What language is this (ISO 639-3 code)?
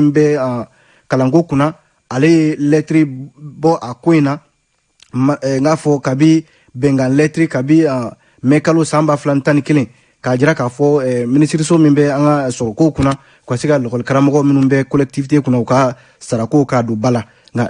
bam